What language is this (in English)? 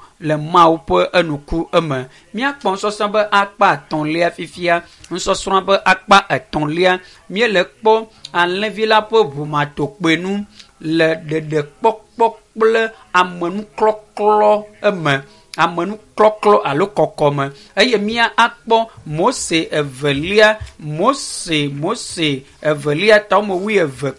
Ewe